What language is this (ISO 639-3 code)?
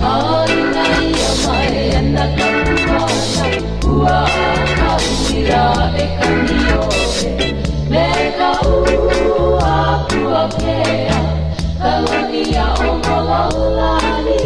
haw